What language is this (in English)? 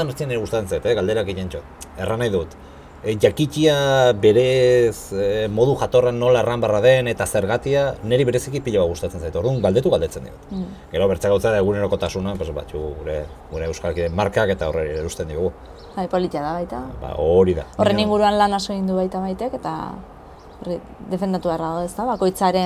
Basque